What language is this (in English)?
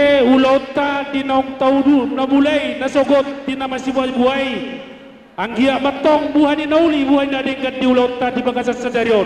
Batak Toba